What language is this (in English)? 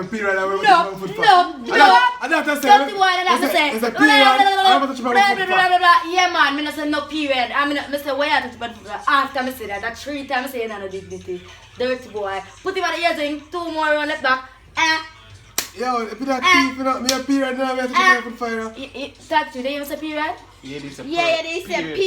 Jamaican Creole English